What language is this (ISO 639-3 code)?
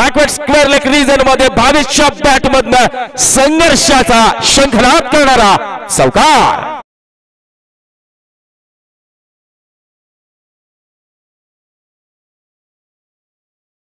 mar